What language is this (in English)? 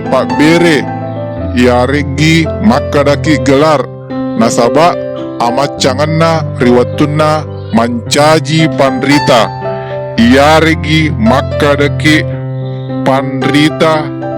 Buginese